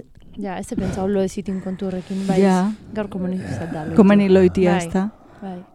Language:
Basque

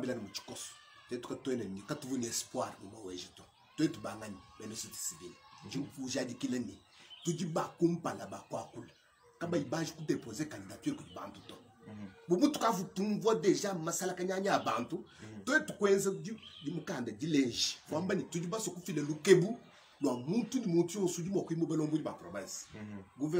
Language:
Luba-Lulua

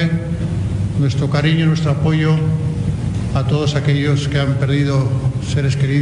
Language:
Spanish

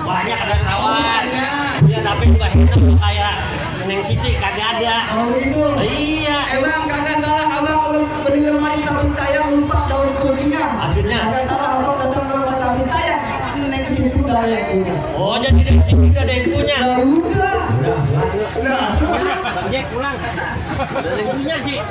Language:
Betawi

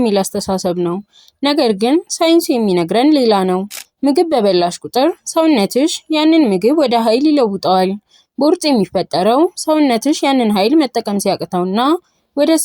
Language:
Amharic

